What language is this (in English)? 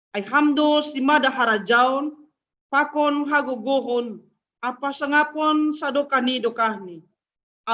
Batak Simalungun